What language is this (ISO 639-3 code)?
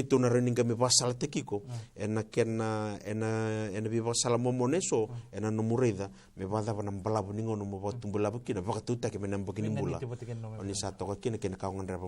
fij